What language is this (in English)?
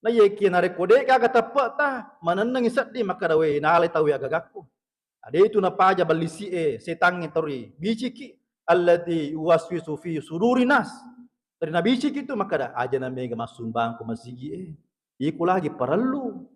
Buginese